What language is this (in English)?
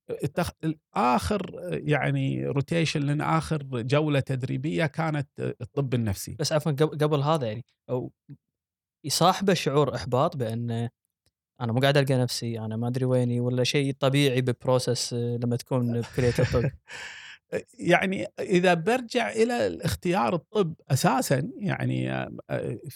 Gulf Arabic